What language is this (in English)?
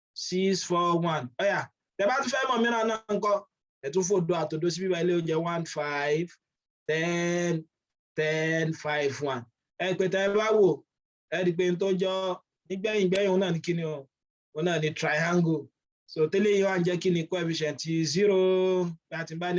Yoruba